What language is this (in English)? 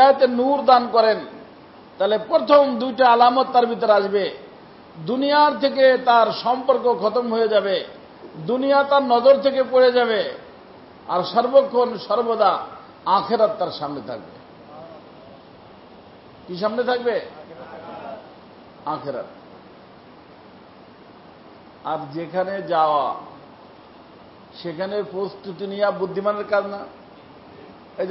Bangla